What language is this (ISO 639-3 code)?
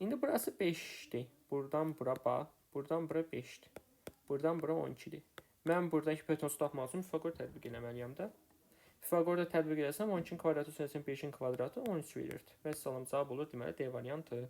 aze